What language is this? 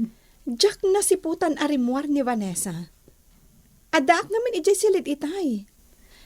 Iloko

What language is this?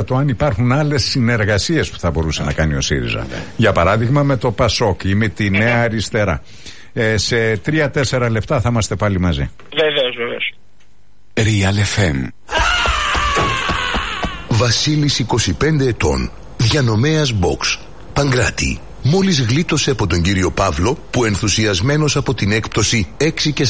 Greek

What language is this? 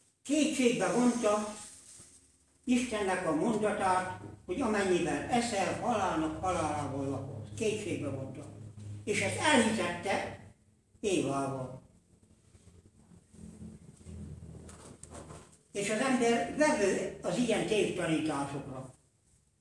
Hungarian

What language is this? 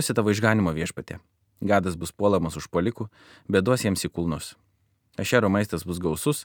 Lithuanian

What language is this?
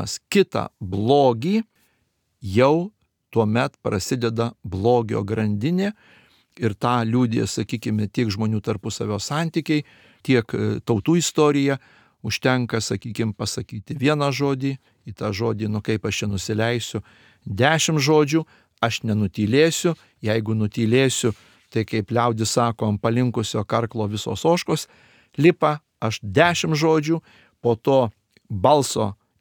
Lithuanian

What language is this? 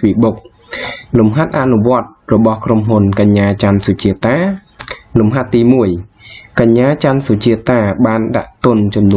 Khmer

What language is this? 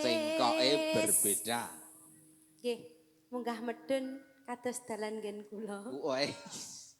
Javanese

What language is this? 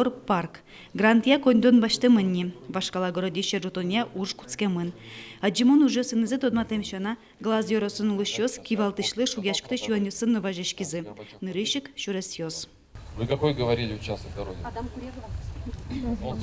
Udmurt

